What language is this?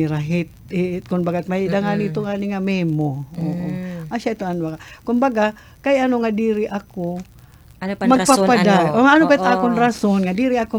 Waray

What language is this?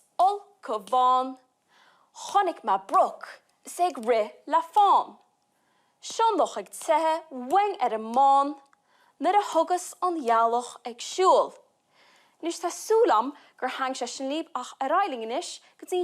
Irish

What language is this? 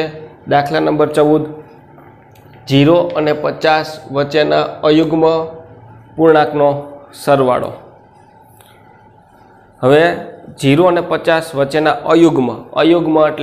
Gujarati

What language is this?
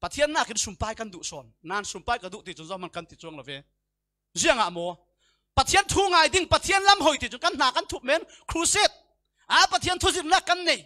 Falam Chin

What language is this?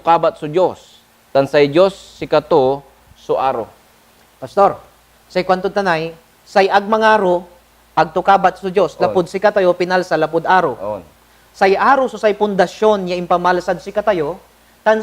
Pangasinan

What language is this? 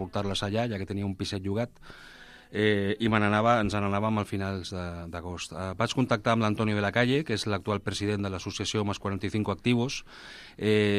Catalan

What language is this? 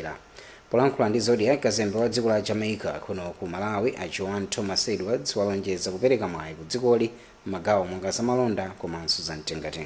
Nyanja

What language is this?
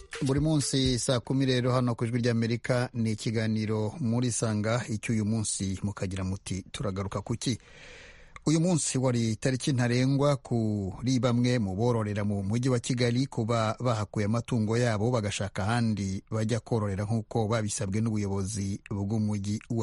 Kinyarwanda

